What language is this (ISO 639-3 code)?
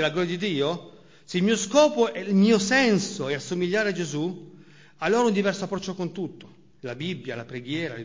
ita